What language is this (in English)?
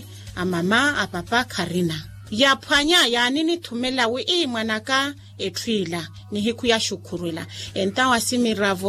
Makhuwa